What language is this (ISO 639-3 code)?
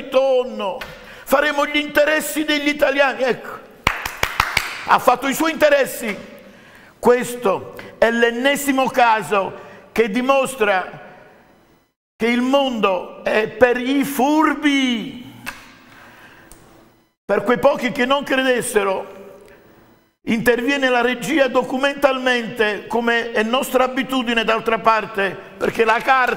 ita